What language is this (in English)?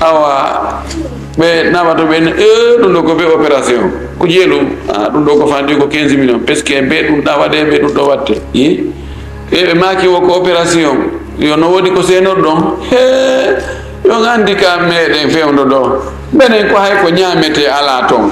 Fula